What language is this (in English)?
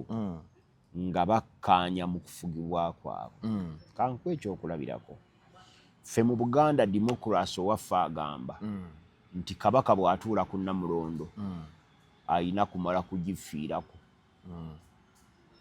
Ganda